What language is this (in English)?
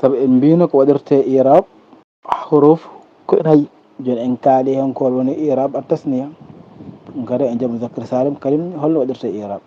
Fula